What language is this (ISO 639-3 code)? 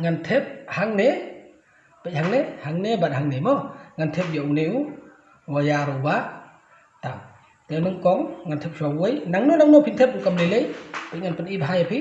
kha